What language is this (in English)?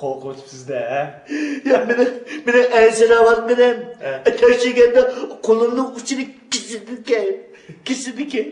Uyghur